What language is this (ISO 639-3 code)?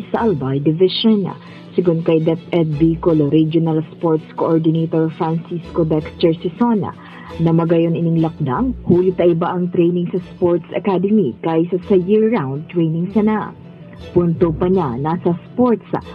bik